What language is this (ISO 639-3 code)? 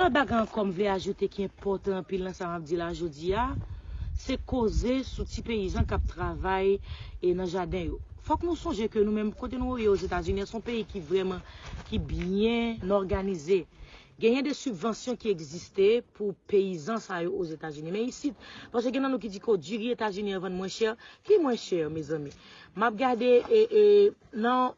hat